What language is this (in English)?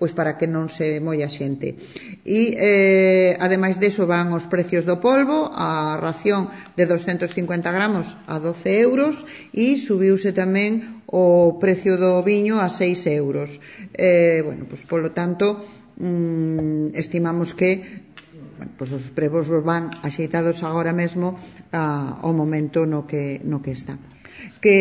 Galician